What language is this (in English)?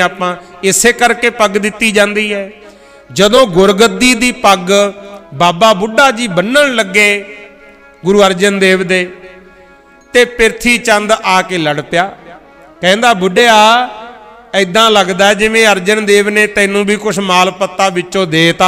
Punjabi